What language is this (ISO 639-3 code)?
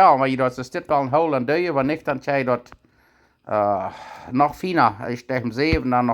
pdt